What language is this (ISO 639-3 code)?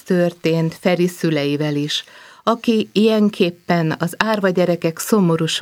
hun